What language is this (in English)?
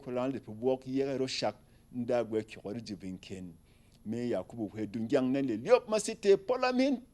Berom